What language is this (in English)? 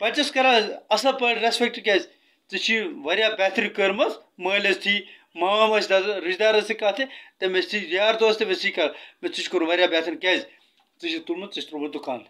Kashmiri